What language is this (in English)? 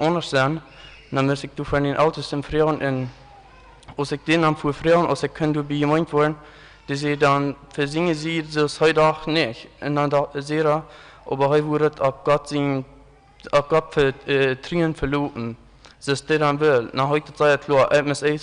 Plautdietsch